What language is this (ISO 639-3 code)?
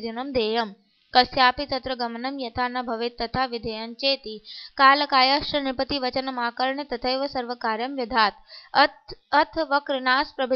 san